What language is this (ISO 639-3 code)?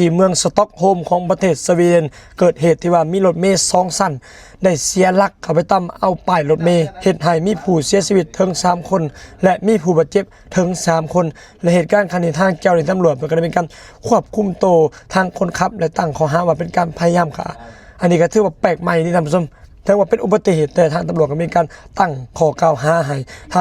lao